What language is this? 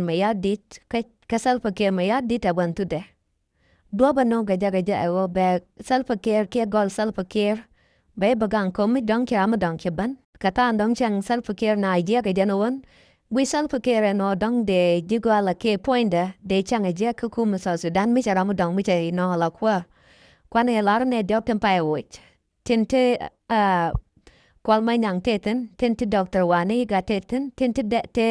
Nuer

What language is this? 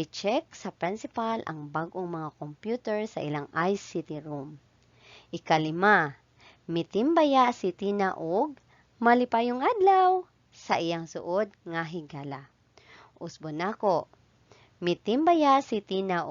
Cebuano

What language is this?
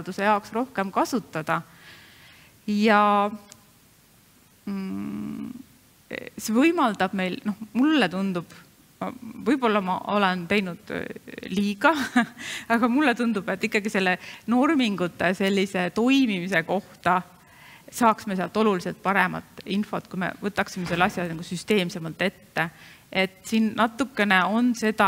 Estonian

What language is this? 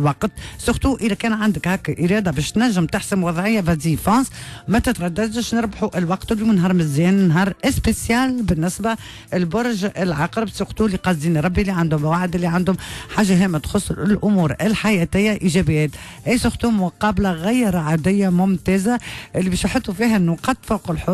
Tunisian Arabic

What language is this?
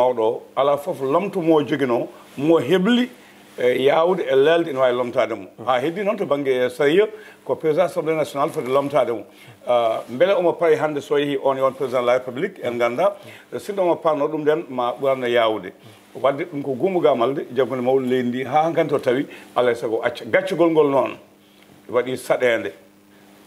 Fula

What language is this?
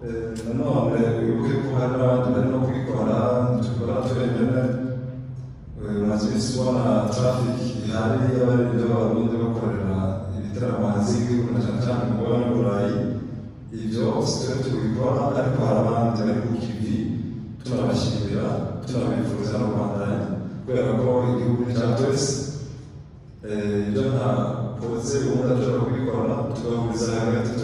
Rundi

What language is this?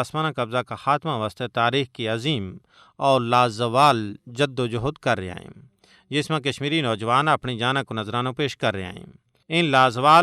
Gujari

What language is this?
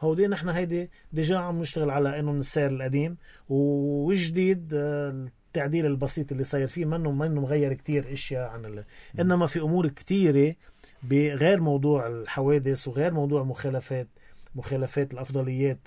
North Levantine Arabic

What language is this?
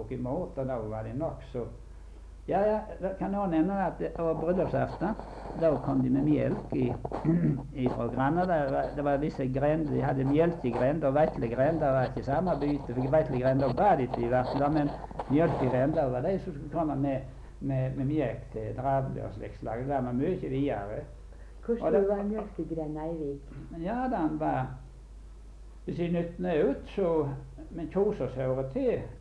Norwegian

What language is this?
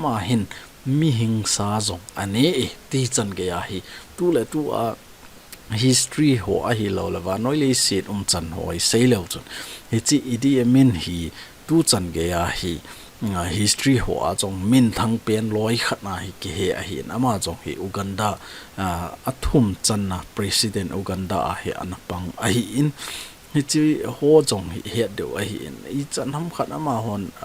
Thado Chin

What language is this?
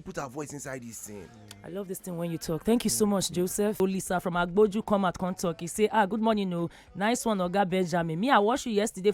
Nigerian Pidgin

